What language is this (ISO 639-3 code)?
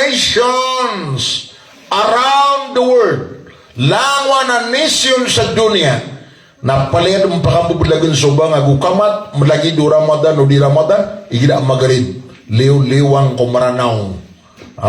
mrw